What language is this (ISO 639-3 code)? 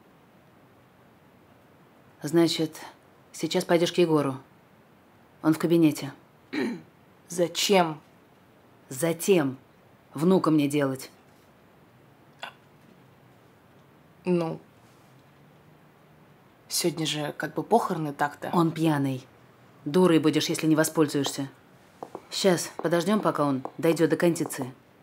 rus